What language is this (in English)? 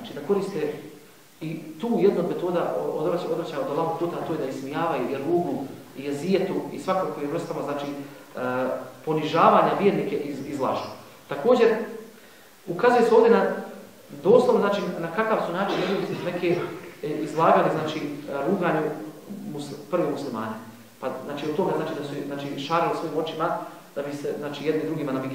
Bosnian